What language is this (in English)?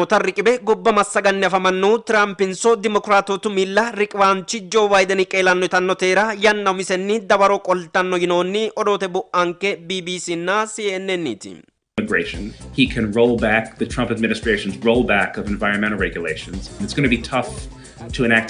Sidamo